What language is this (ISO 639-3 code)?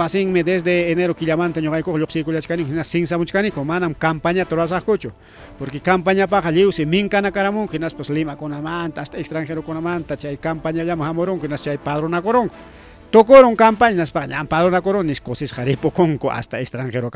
quy